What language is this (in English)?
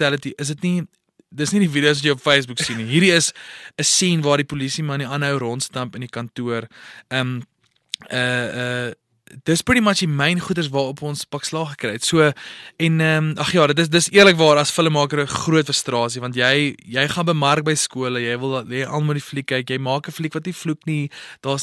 Afrikaans